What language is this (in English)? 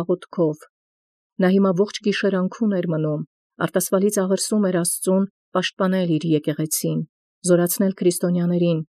Armenian